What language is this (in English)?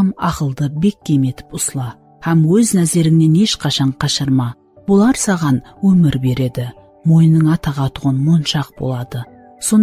Kara-Kalpak